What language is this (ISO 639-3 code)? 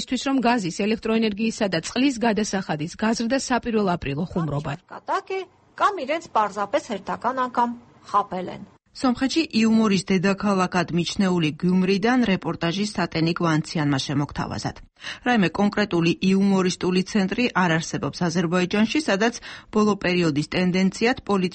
kat